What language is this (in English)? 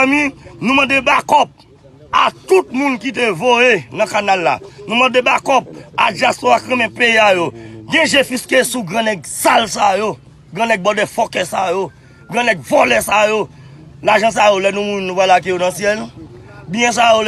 Haitian Creole